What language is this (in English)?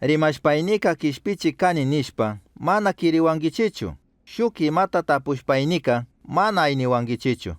Chimborazo Highland Quichua